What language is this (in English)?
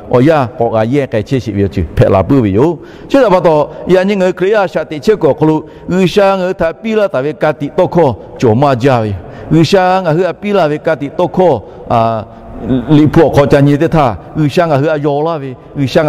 Lahu